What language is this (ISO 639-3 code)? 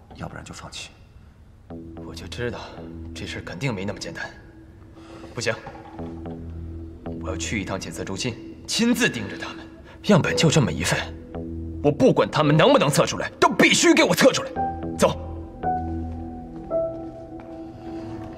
zho